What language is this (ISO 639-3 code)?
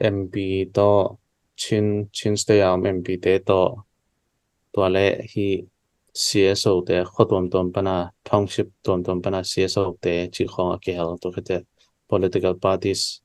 ctd